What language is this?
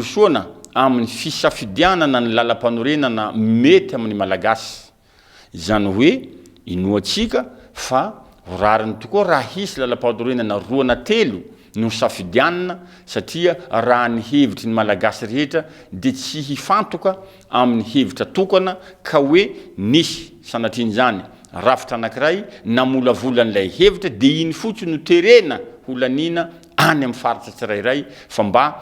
Malagasy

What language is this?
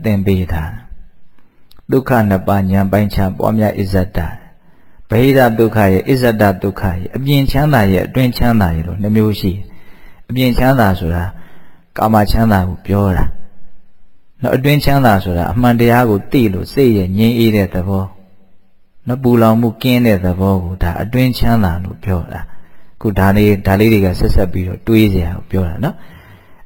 Burmese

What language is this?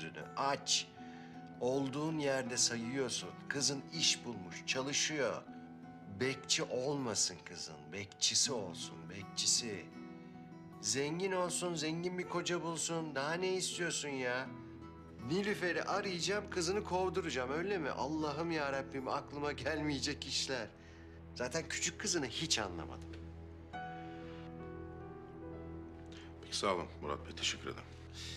Turkish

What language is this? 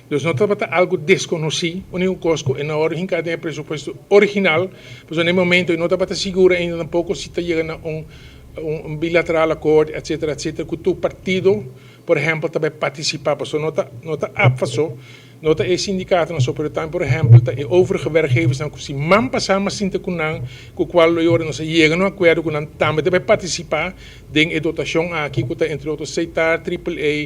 Papiamento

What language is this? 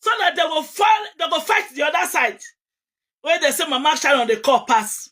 Nigerian Pidgin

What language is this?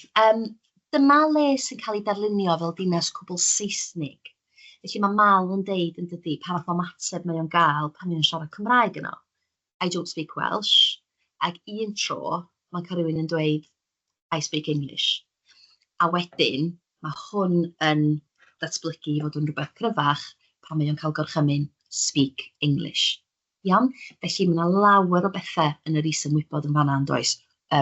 Welsh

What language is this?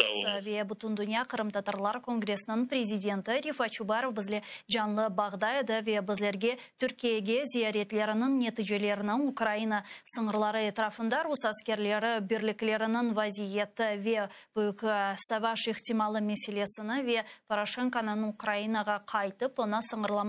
Crimean Tatar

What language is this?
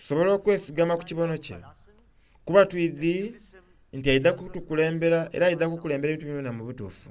Soga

